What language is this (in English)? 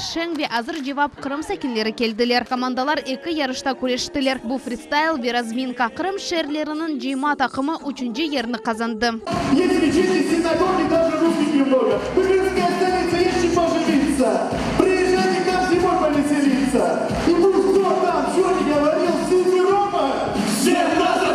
Crimean Tatar